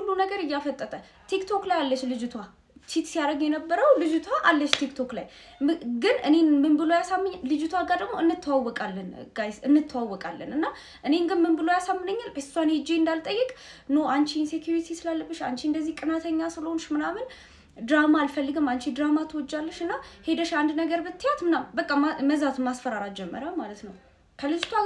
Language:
Amharic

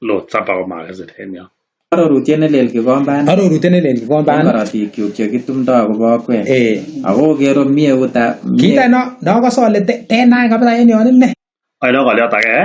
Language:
Kalenjin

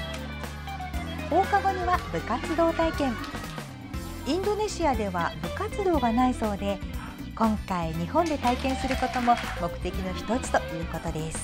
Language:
Japanese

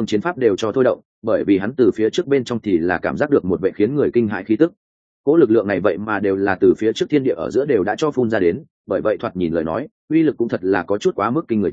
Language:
Vietnamese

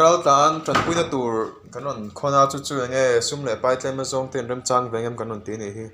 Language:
Mizo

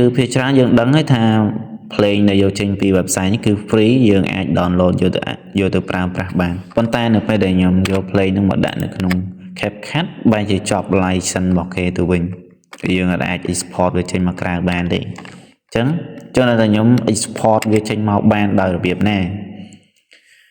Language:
Khmer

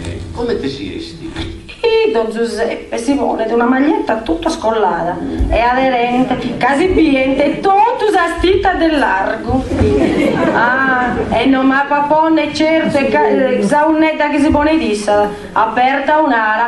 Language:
Sardinian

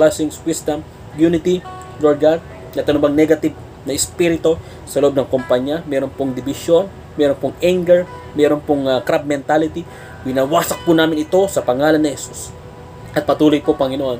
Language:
Filipino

